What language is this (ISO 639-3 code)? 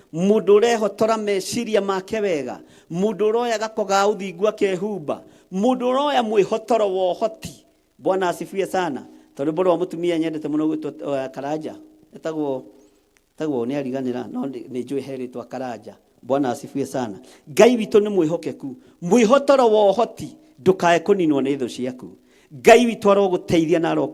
kik